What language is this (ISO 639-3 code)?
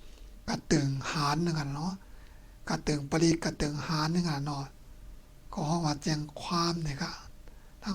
shn